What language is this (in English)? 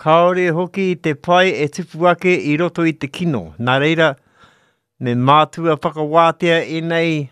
Māori